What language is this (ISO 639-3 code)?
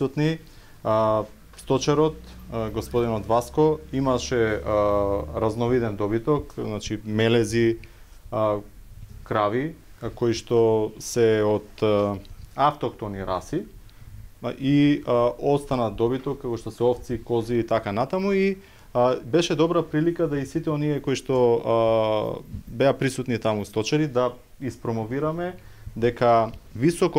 mkd